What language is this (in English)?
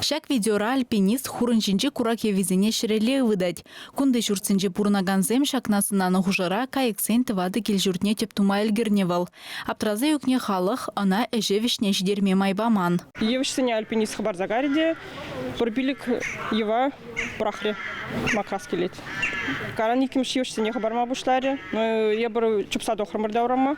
Chuvash